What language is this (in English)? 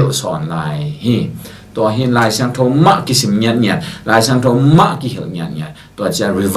Tedim Chin